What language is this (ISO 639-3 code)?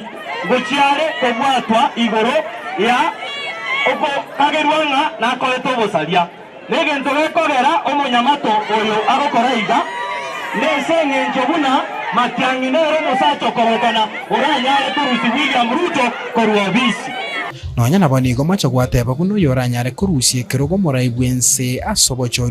guz